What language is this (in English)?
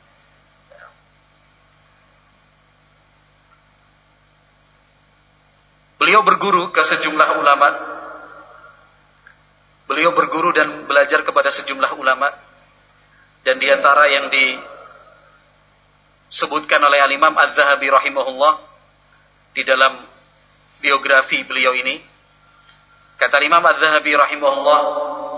Indonesian